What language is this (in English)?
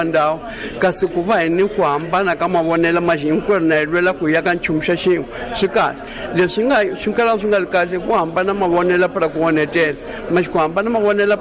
Tsonga